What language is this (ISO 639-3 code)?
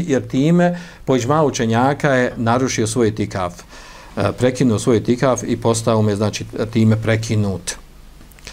bos